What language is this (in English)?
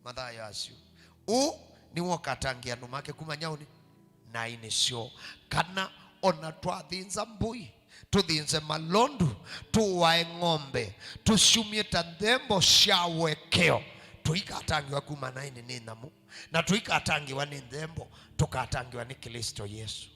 Kamba